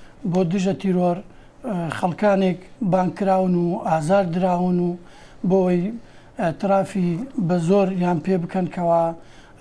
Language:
Central Kurdish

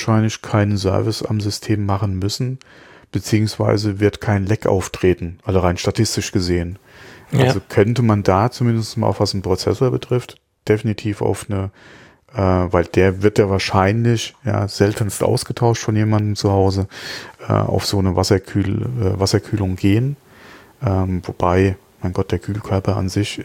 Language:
German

